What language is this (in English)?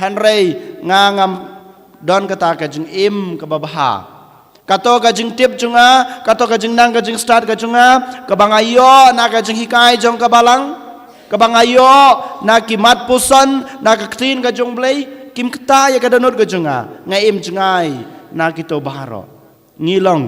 Khasi